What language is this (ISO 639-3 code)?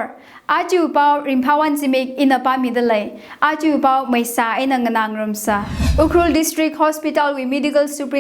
nmf